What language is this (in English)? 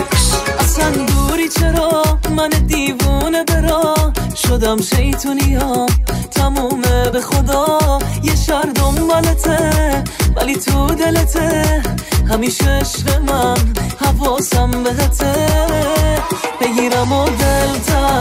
Persian